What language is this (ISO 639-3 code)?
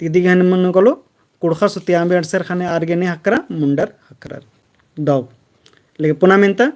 kru